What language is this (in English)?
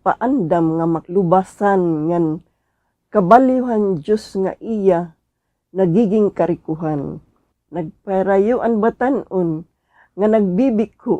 Waray